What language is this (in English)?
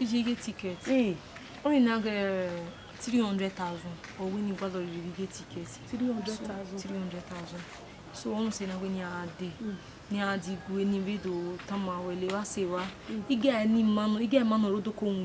Bini